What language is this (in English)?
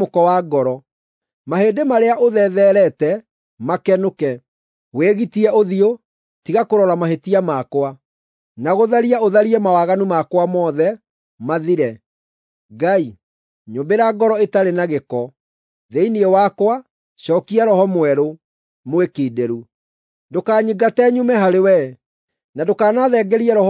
Kikuyu